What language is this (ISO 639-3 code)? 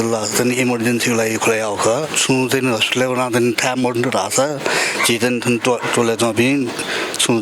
new